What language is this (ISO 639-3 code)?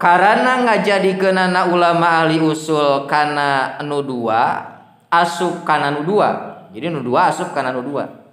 sun